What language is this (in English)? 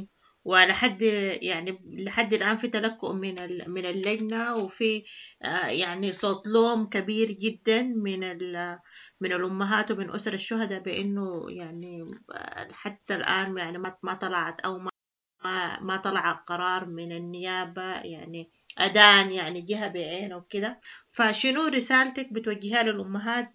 Sudanese Arabic